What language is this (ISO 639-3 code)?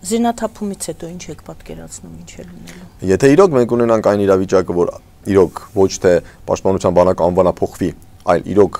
hye